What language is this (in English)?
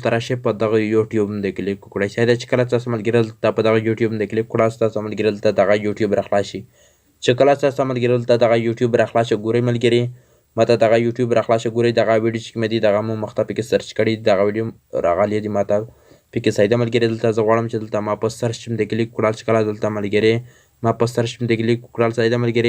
Pashto